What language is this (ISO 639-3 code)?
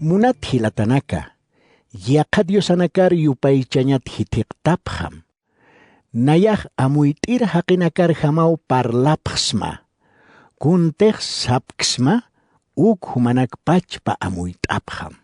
aym